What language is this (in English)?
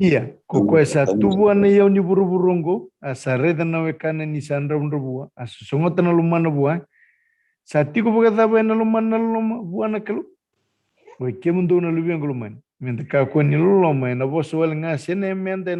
Fijian